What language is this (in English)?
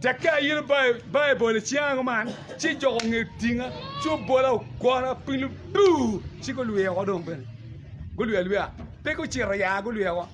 Acoli